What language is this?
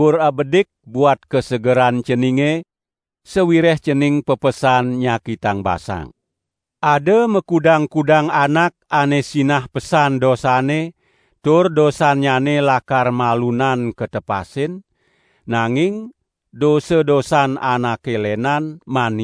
Balinese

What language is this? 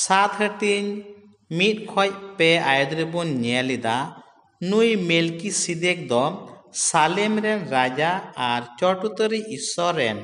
Santali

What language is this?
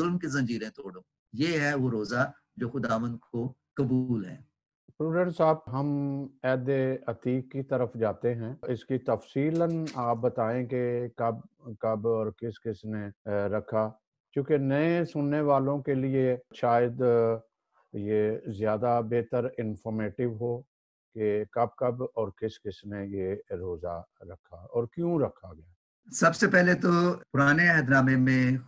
Urdu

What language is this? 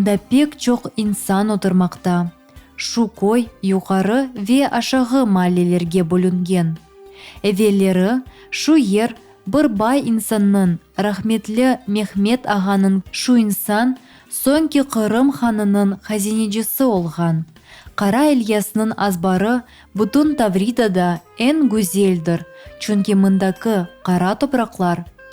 Crimean Tatar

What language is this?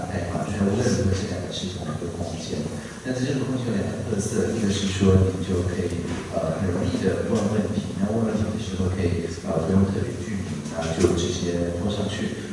Chinese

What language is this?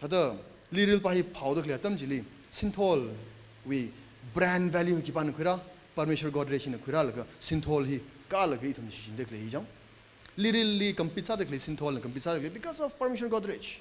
Tangkhul Naga (India)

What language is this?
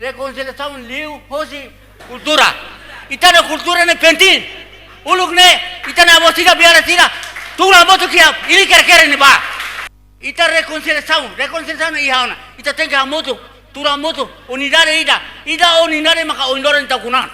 Tetum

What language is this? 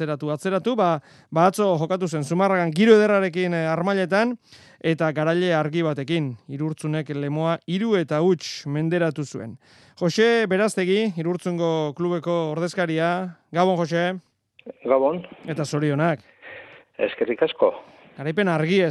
Basque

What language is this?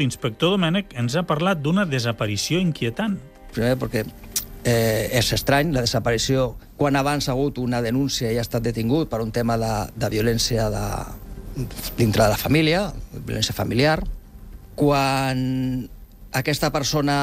Catalan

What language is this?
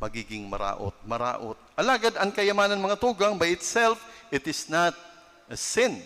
Bikol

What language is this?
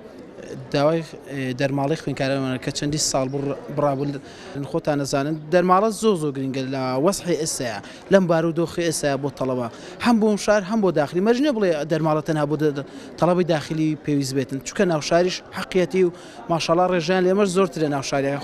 Central Kurdish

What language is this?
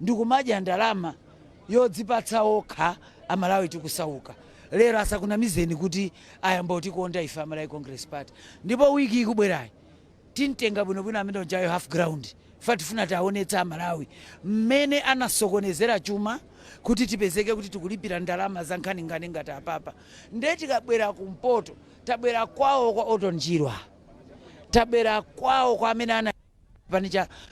Nyanja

